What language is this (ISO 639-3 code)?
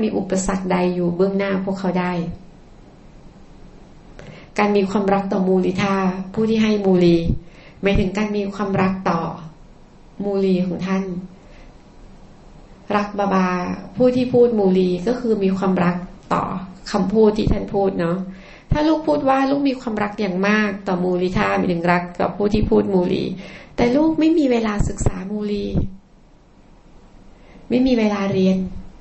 tha